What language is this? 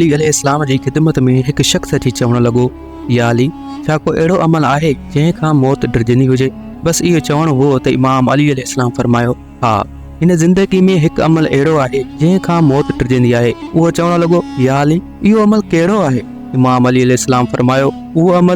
Sindhi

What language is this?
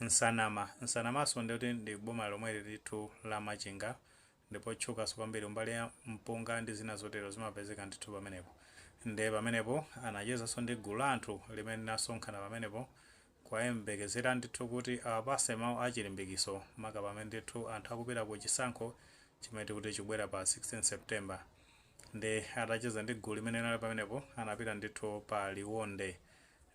Nyanja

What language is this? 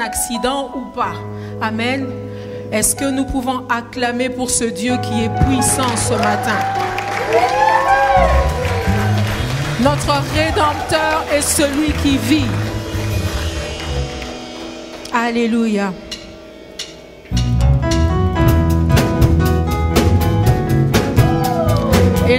French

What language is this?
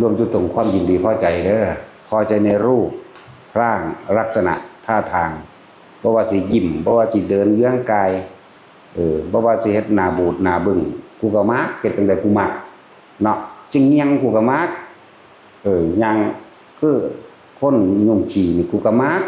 Northeastern Thai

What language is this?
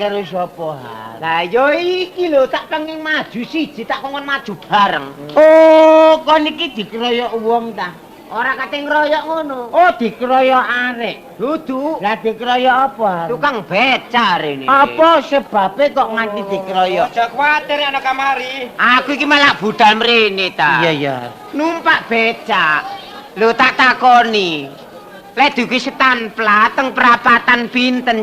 Javanese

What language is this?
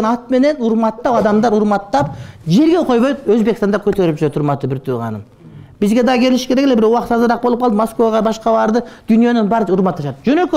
Kyrgyz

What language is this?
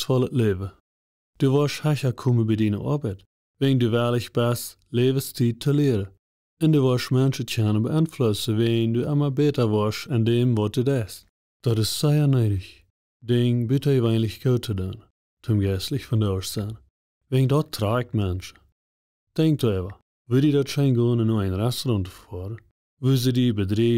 Plautdietsch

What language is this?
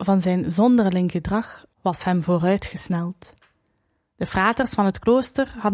Dutch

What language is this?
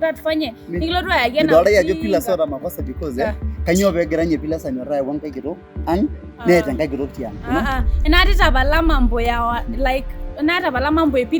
Masai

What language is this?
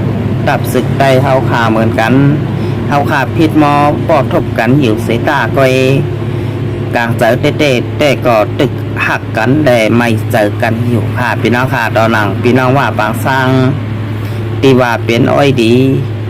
Shan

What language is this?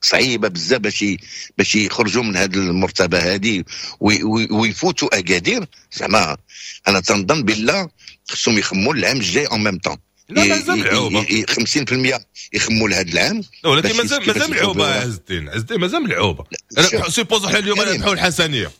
Moroccan Arabic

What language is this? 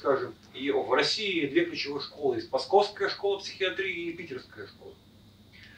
Russian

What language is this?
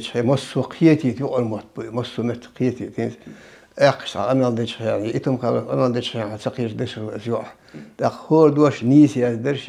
Chechen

